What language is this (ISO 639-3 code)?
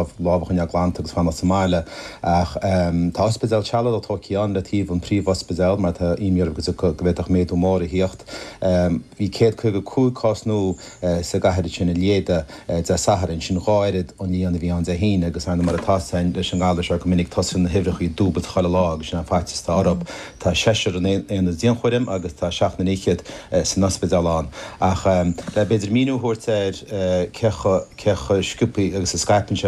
gle